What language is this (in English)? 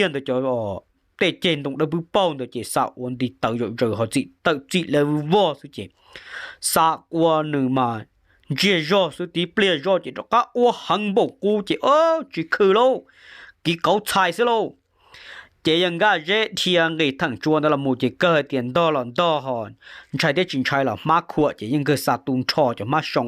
Hmong